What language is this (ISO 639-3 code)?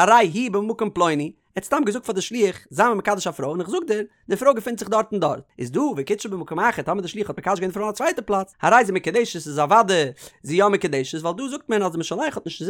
yid